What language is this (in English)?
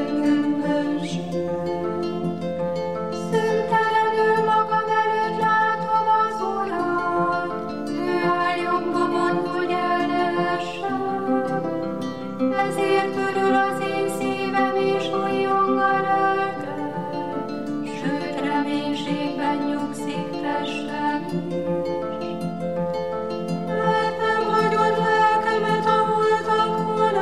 Hungarian